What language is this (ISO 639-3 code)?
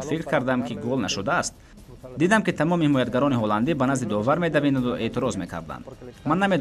tgk